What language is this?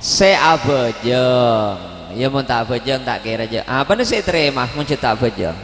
Madurese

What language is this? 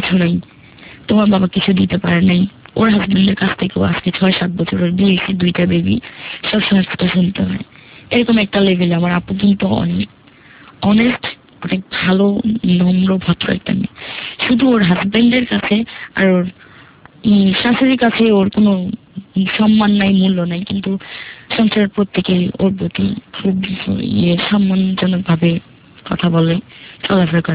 Bangla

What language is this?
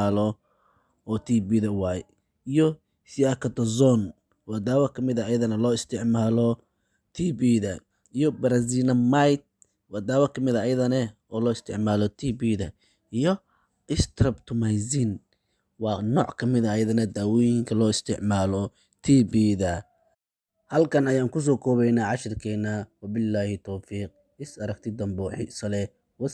Somali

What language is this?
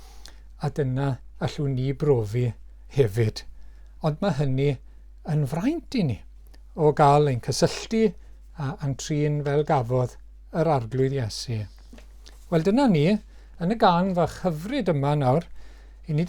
Welsh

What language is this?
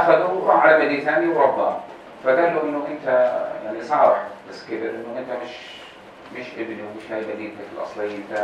North Levantine Arabic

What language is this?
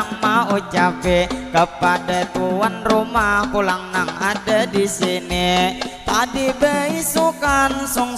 Banjar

